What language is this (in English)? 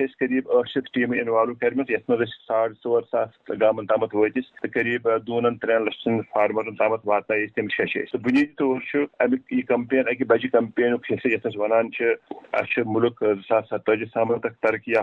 Kashmiri